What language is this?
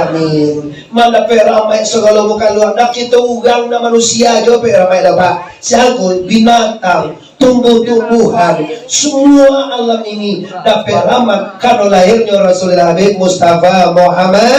Minangkabau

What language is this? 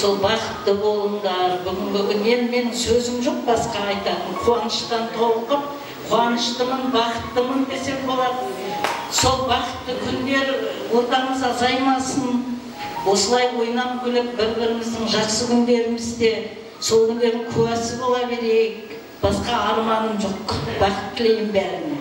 Kara-Kalpak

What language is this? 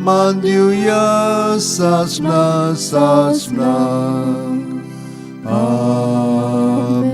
Konkani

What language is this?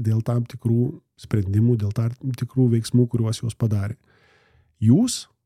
Lithuanian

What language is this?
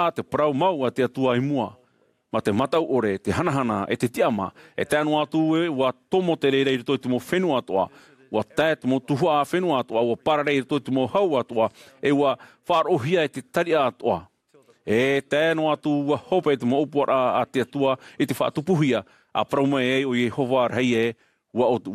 Tahitian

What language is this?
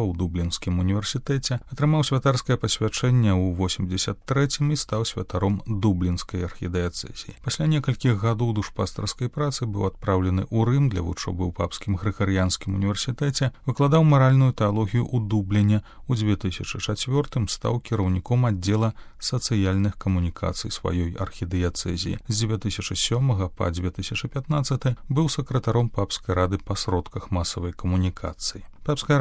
Belarusian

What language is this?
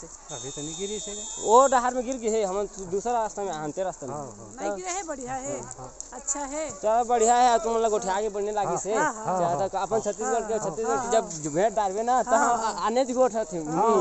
Chhattisgarhi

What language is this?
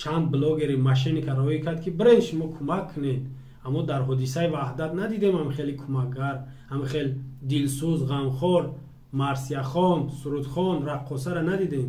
Tajik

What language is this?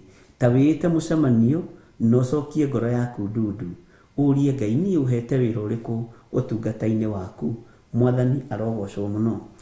Kikuyu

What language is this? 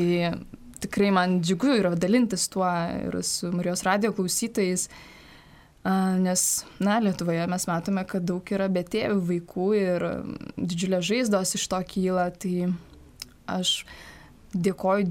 Lithuanian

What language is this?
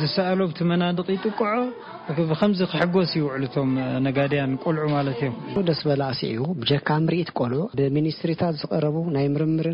Tigrinya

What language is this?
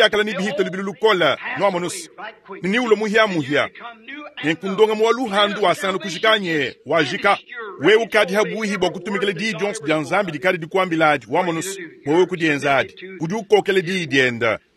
Luba-Lulua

